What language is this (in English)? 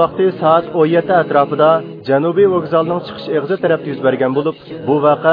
Uyghur